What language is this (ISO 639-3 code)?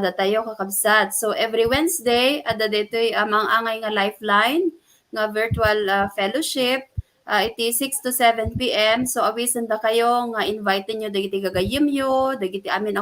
ilo